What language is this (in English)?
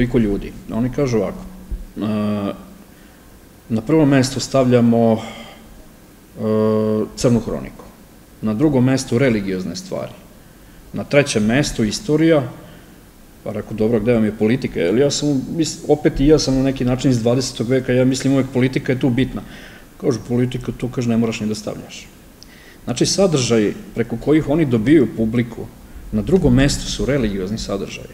Serbian